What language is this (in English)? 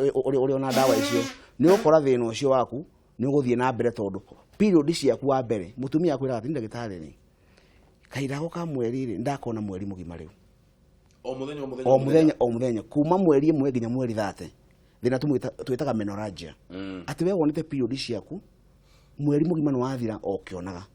Kikuyu